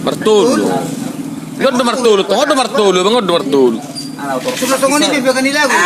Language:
Batak Toba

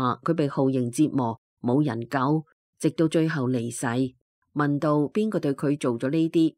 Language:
Cantonese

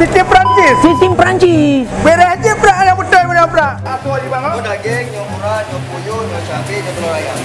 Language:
Achinese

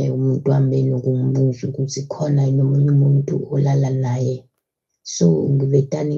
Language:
Zulu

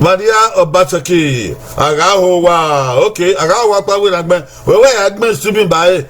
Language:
Bini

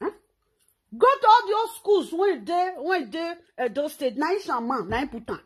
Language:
Nigerian Pidgin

